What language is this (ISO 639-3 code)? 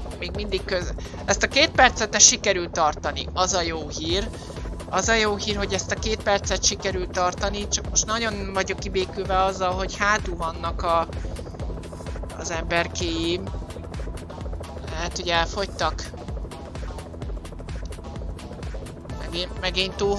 hun